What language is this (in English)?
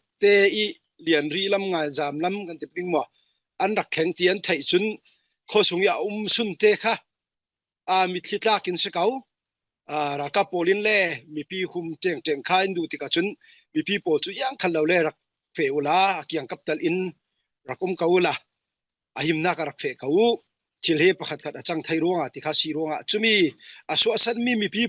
Falam Chin